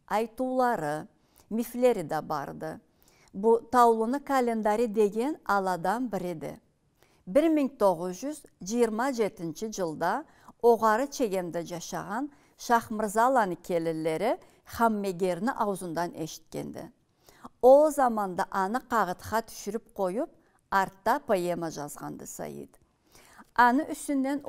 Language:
Karachay-Balkar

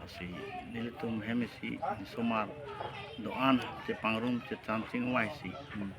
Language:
Karbi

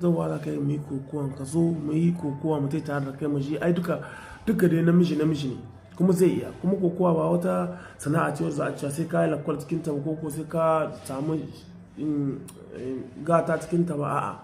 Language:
Hausa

